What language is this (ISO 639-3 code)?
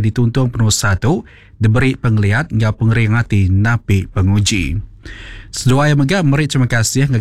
iba